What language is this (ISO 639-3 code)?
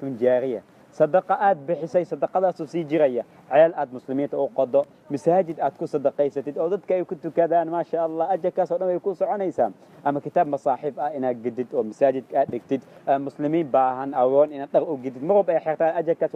som